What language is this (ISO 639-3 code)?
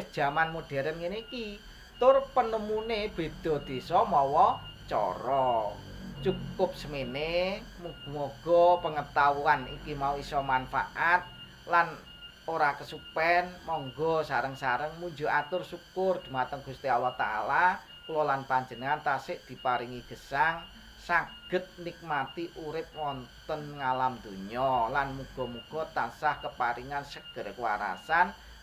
jav